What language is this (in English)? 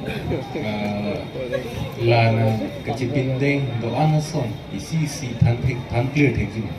Karbi